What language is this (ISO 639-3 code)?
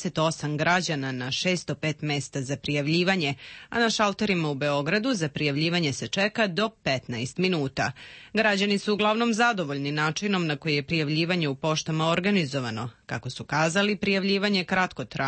srp